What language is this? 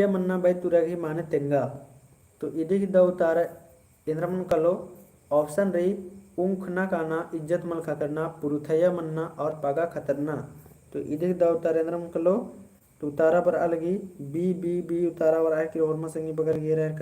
Kurukh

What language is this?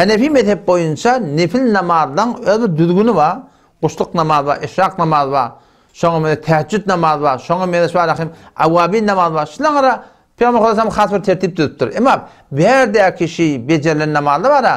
Turkmen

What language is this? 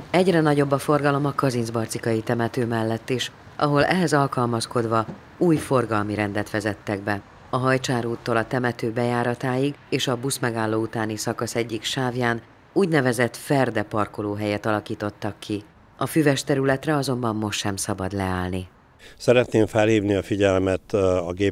Hungarian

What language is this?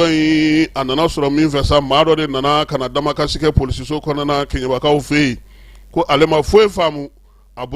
Bambara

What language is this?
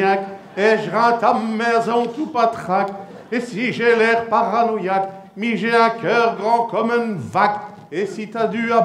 Picard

